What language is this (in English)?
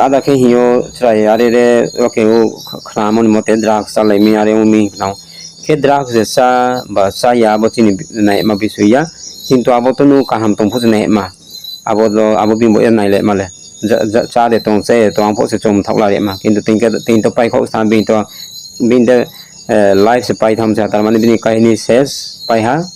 Riang (India)